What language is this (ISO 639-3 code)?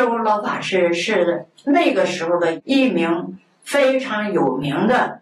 zho